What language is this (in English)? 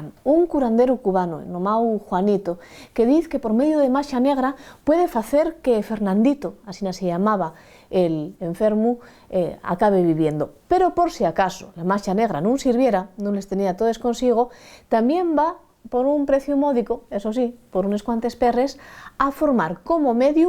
Asturian